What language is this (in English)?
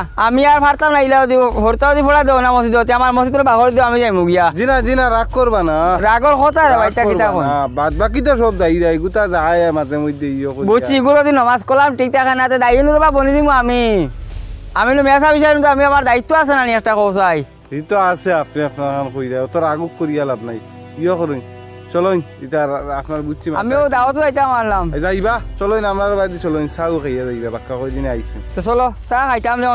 Sylheti